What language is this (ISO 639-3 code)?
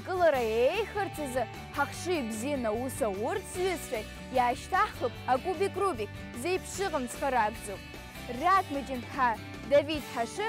abk